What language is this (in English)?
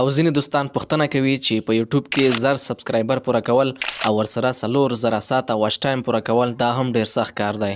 Pashto